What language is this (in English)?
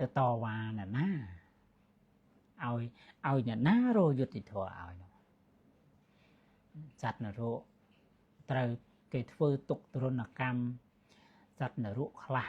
Khmer